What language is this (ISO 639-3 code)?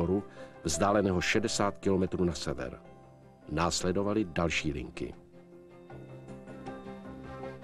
ces